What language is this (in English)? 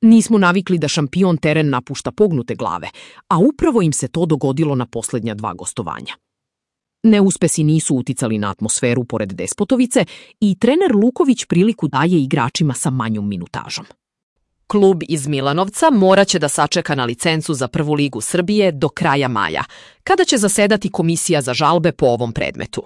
Serbian